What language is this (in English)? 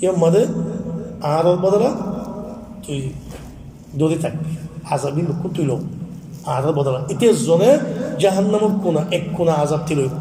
Rohingya